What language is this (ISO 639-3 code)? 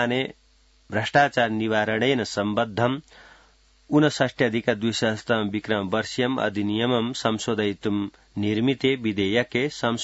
san